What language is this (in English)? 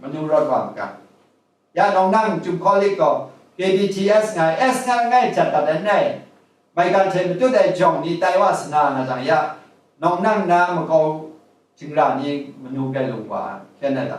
Kachin